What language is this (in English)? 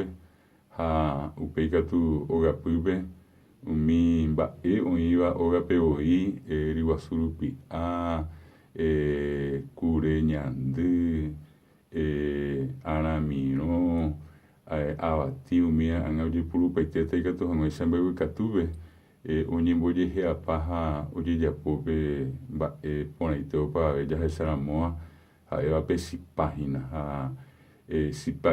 Guarani